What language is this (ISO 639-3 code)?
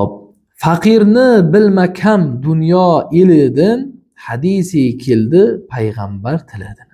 uzb